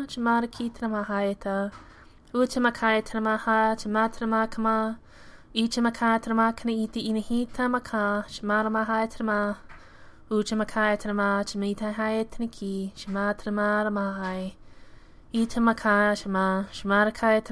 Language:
Latvian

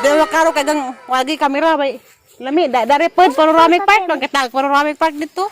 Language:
Cebuano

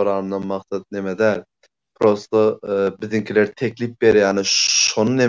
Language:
Turkmen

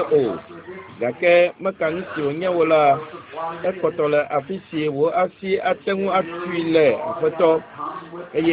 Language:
Ewe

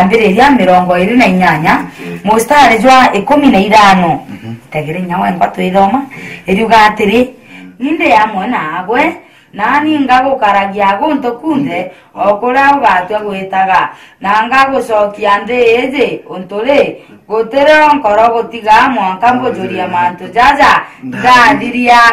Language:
Meru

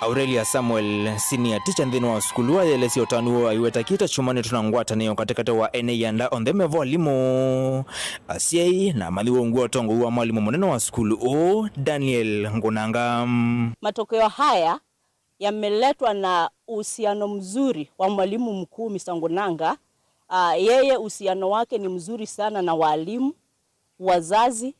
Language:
Kamba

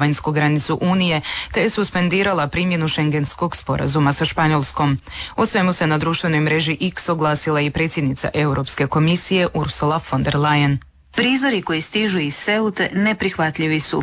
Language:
Croatian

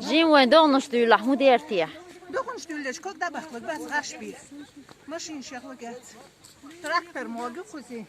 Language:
Chechen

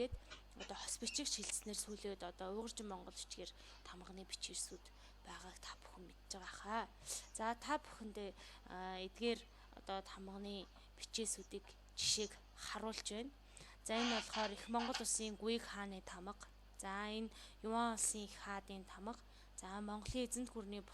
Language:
Mongolian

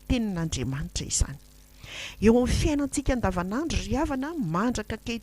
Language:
Malagasy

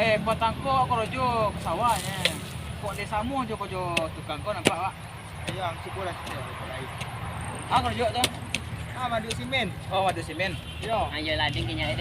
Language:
Minangkabau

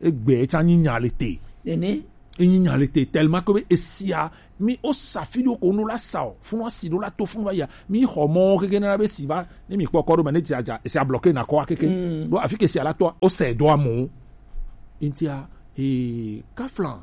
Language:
Gen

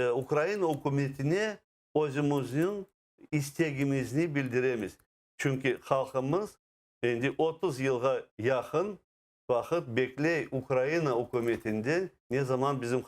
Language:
Crimean Tatar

